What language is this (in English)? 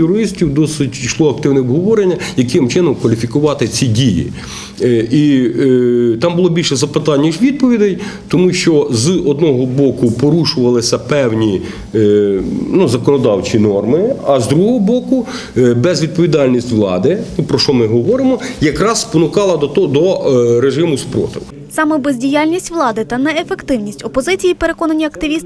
Ukrainian